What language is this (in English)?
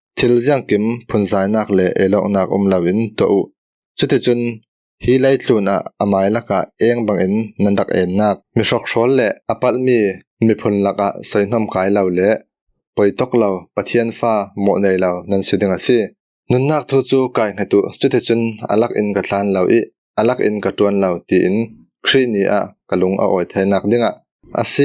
Falam Chin